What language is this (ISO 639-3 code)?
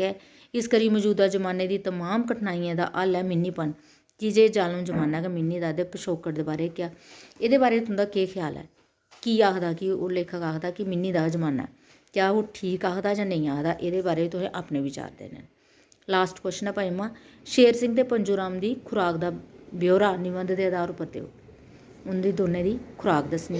doi